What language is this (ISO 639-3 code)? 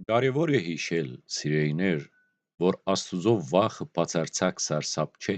hyw